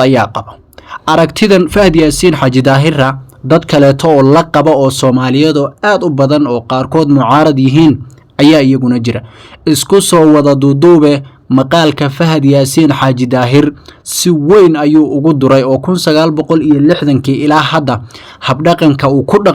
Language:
Somali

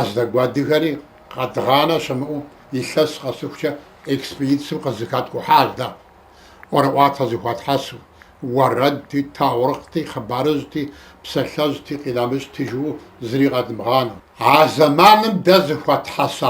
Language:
Kabardian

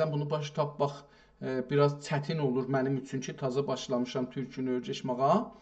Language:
South Azerbaijani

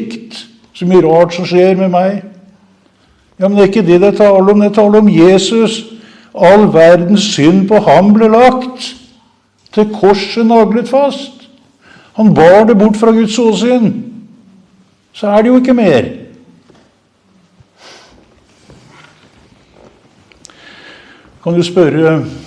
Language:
Norwegian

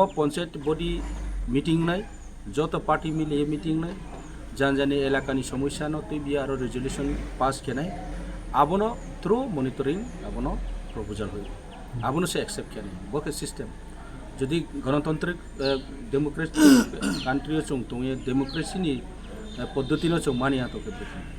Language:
Kok Borok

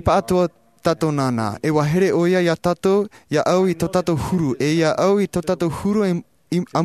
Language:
Tahitian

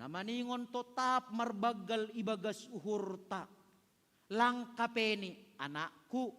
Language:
Batak Simalungun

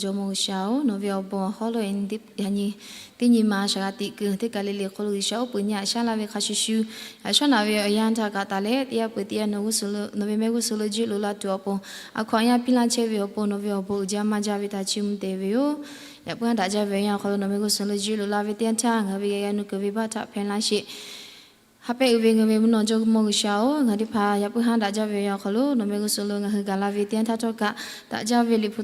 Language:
Lahu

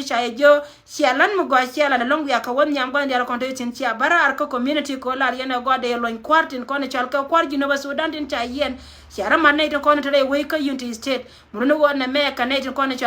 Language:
Nuer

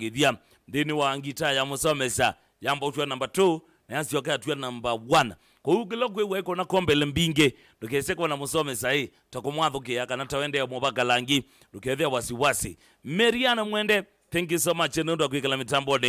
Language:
Kamba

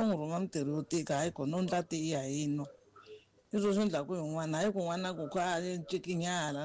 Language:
Tsonga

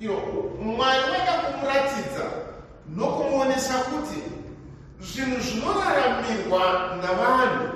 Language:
Shona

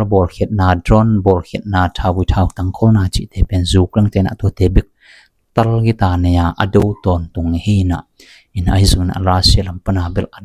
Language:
Tedim Chin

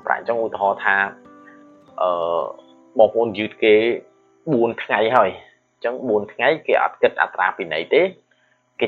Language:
Khmer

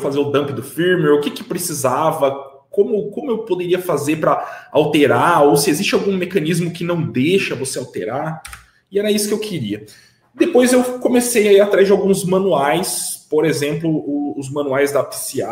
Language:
Portuguese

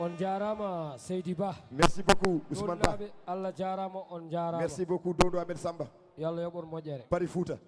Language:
Fula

